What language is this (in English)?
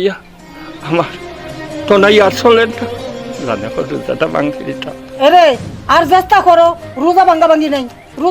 Sylheti